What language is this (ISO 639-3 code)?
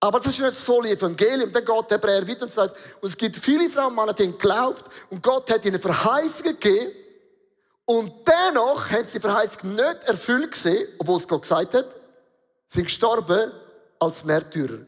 gsw